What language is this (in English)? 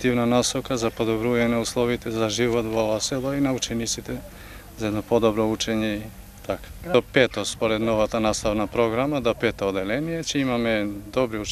Macedonian